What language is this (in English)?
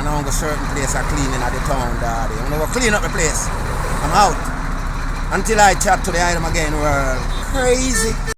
Jamaican Creole English